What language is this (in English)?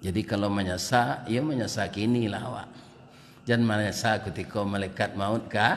Minangkabau